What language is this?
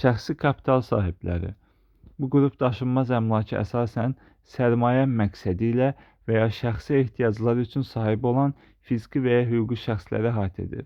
Azerbaijani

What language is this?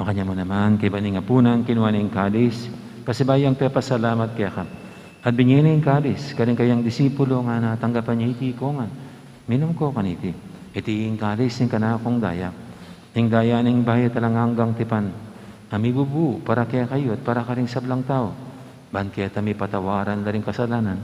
Pampanga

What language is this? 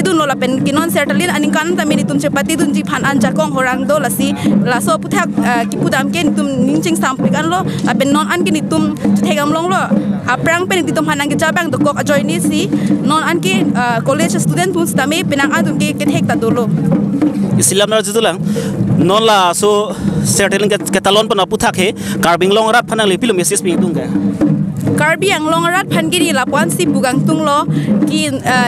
Karbi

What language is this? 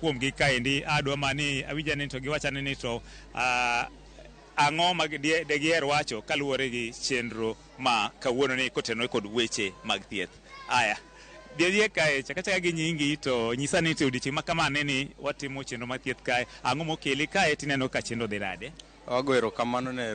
Luo (Kenya and Tanzania)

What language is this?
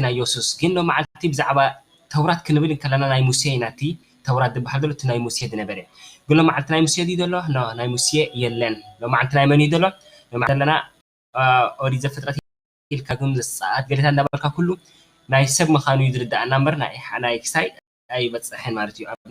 Tigrinya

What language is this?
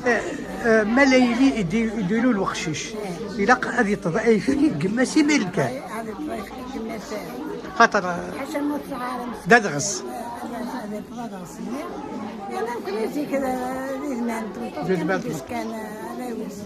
Kabyle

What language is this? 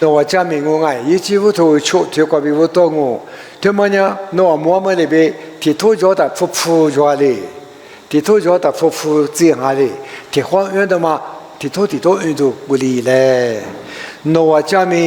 Lisu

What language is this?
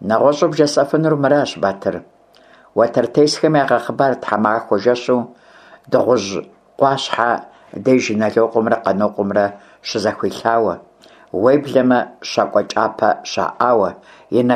Kabardian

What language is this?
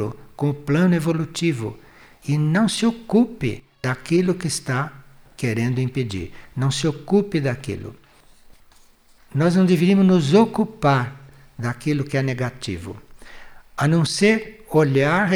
Portuguese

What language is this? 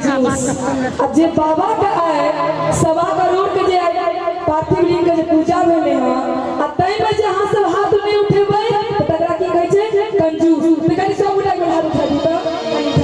Maithili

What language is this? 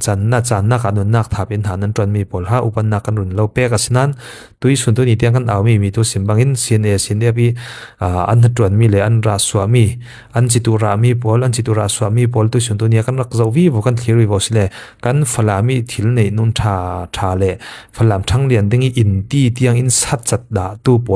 Falam Chin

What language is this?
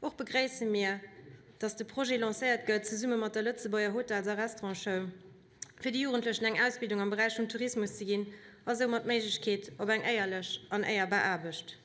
Luxembourgish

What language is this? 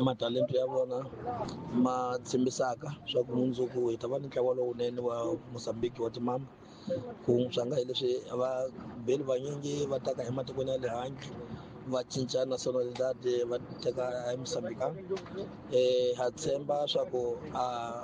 Tsonga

